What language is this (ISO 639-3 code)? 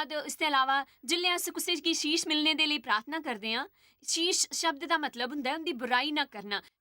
doi